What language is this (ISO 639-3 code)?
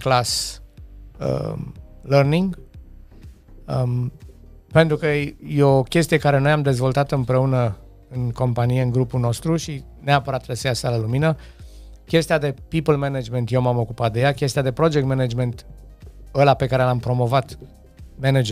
ron